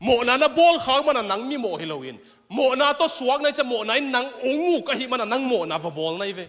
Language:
Tedim Chin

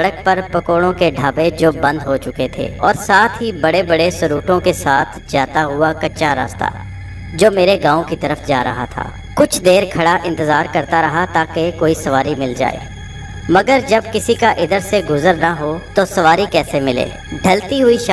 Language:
Urdu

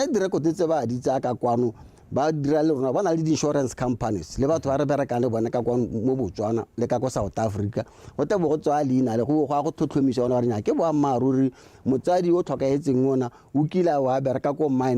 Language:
Tswana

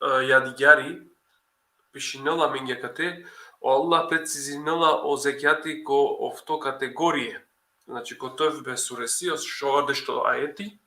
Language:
Balkan Romani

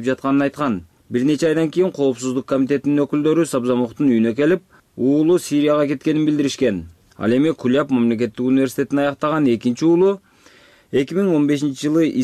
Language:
Kyrgyz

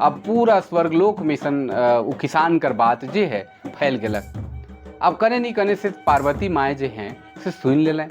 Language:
Sadri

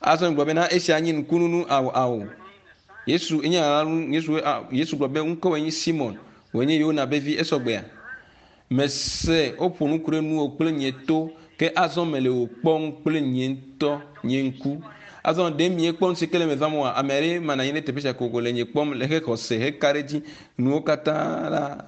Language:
Ewe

